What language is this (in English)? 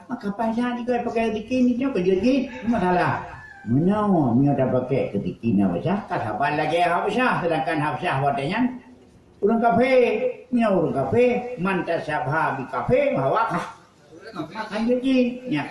Achinese